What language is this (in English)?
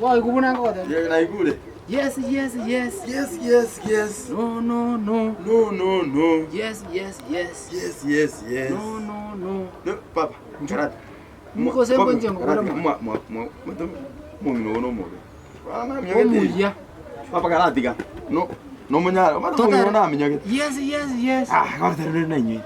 Gusii